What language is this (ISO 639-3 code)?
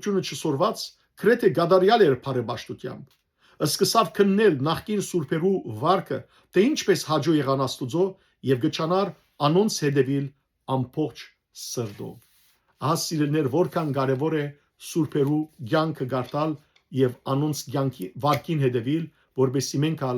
hyw